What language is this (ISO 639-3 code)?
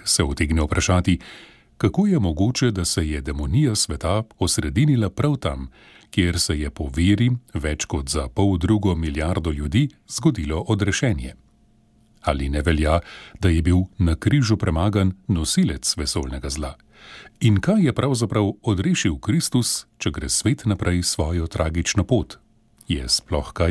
slv